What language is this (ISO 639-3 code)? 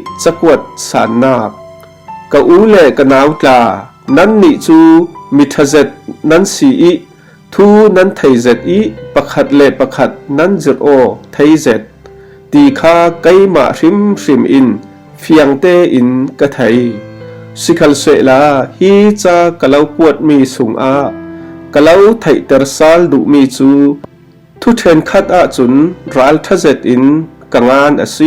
cfm